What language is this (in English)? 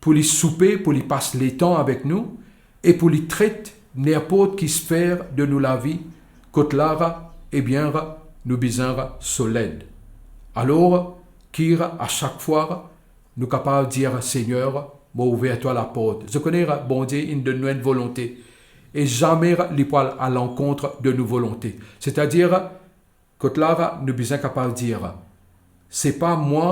Morisyen